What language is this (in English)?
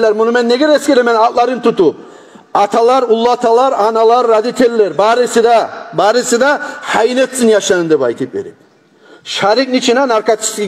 Kumyk